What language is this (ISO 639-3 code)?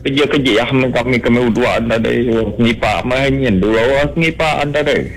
iba